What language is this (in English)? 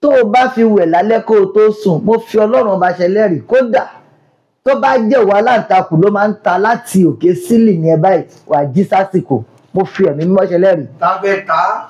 Yoruba